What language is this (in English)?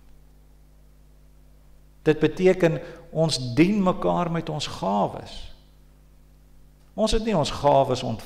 Afrikaans